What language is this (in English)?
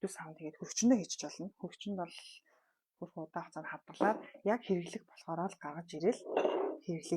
Mongolian